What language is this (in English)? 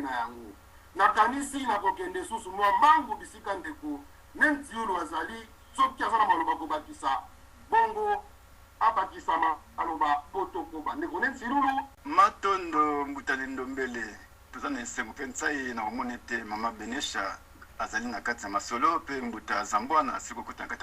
Lingala